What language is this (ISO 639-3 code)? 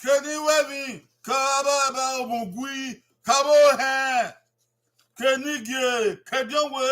bin